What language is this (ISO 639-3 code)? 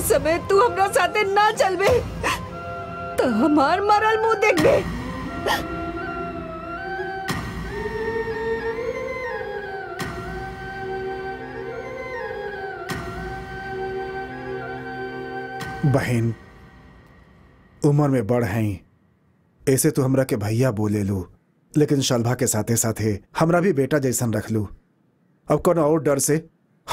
bho